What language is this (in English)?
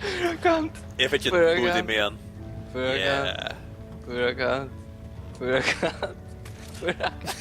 Faroese